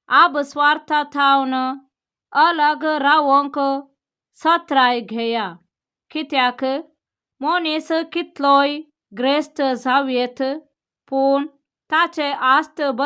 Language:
Konkani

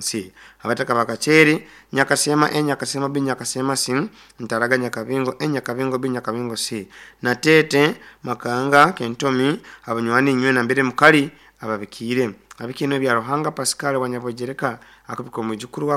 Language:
Nyankole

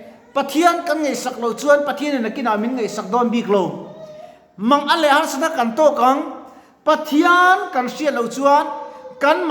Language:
Mizo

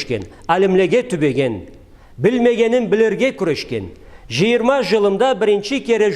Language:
Karachay-Balkar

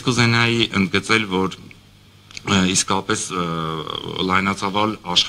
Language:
Armenian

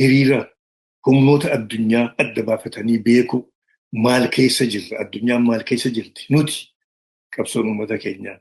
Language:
Oromo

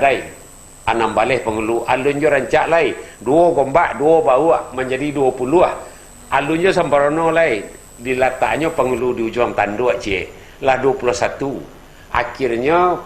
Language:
Minangkabau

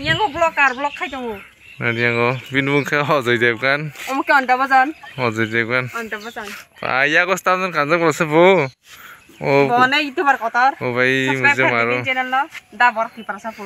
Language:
Kok Borok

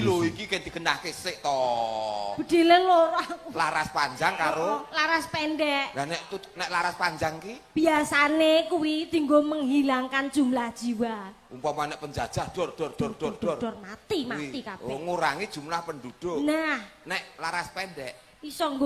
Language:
Javanese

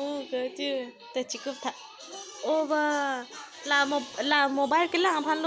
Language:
Karbi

